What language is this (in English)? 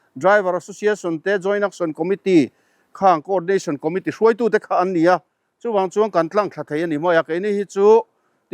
Mizo